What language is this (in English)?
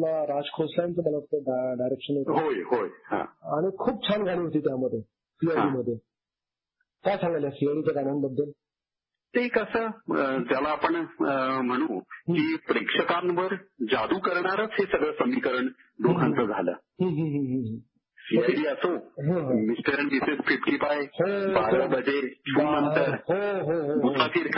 Marathi